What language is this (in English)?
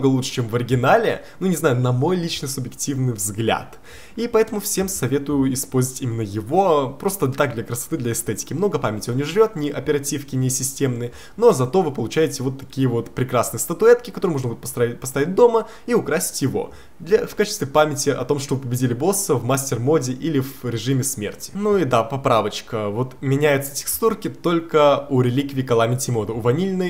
Russian